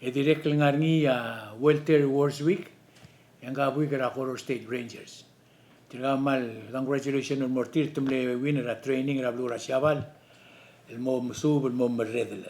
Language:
Palauan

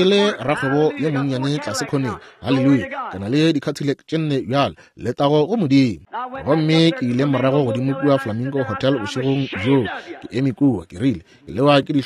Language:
Northern Sotho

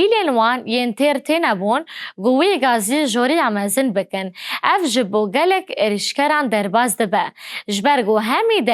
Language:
Kurdish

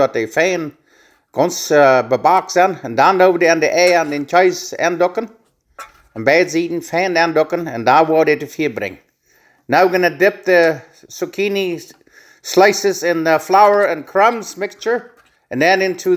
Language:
Plautdietsch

